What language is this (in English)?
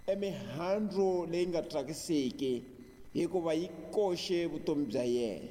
Tsonga